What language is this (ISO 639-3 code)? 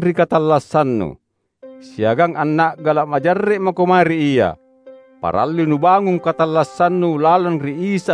mak